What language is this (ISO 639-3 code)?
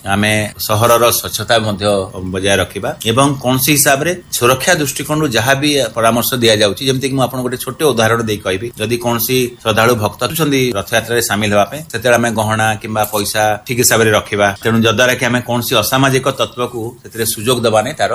ori